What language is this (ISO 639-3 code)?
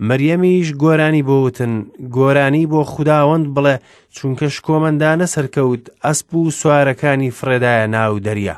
ckb